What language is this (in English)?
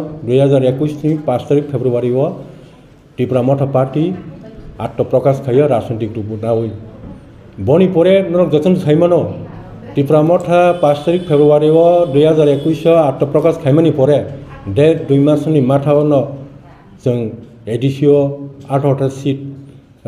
Kok Borok